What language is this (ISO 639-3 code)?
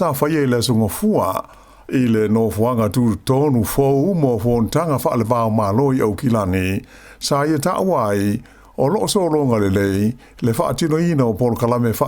smo